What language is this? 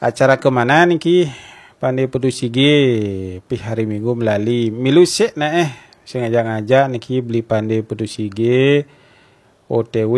Balinese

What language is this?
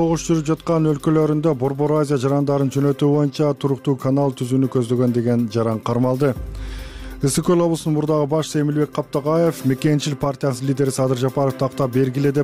Kyrgyz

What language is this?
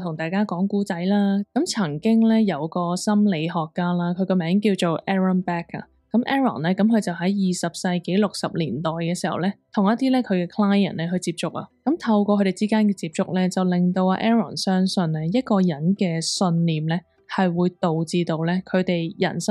Cantonese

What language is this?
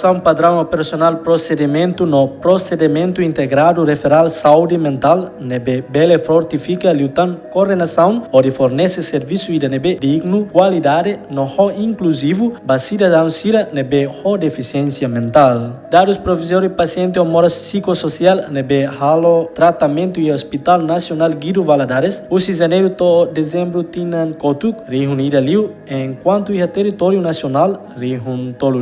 Tetum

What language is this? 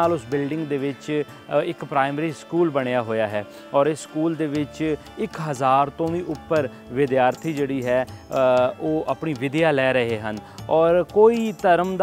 Punjabi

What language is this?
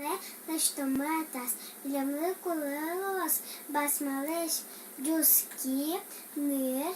Udmurt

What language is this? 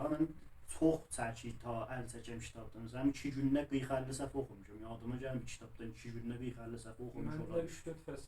South Azerbaijani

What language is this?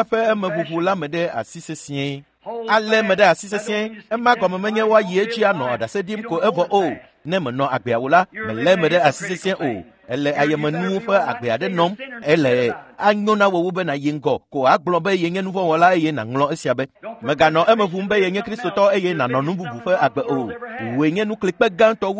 Ewe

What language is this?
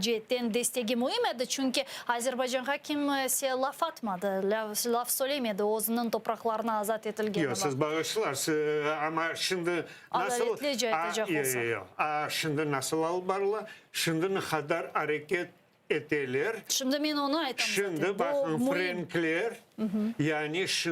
Crimean Tatar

